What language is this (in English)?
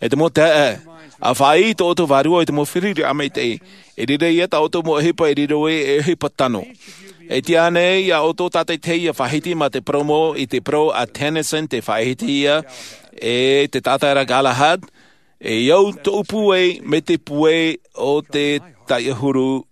Tahitian